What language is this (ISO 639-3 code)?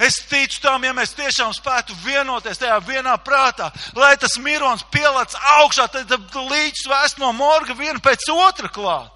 lav